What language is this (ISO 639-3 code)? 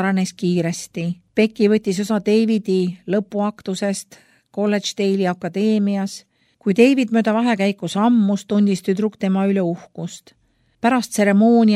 est